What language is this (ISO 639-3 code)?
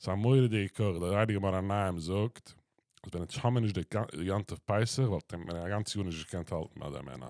yid